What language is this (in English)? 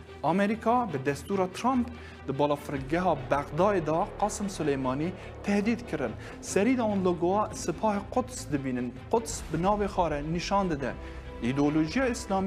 Kurdish